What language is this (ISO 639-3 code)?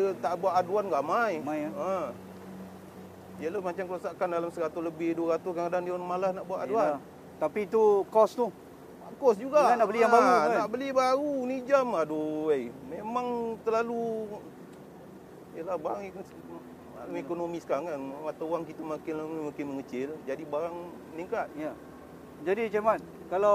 msa